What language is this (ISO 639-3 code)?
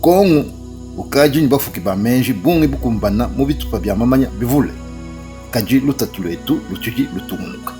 lua